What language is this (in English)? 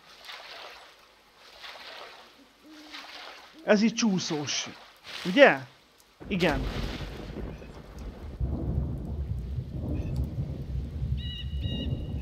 Hungarian